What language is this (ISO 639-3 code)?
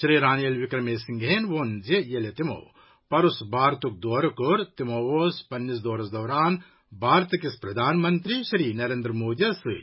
kas